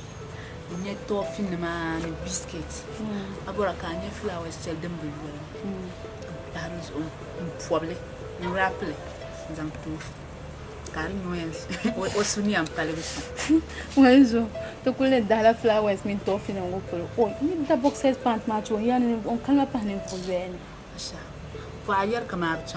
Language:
Dagbani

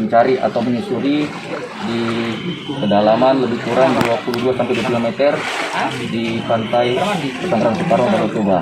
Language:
Batak Toba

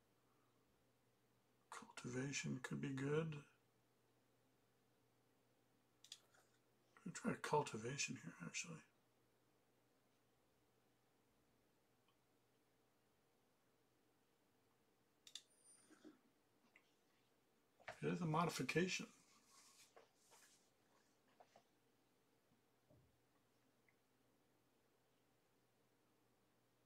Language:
English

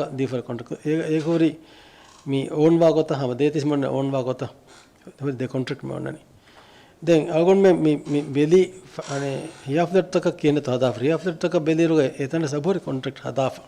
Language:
Divehi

